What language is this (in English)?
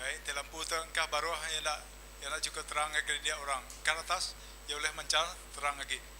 Iban